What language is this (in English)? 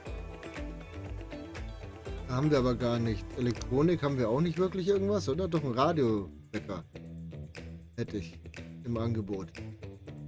German